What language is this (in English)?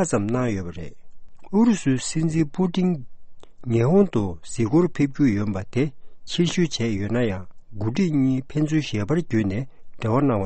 Tibetan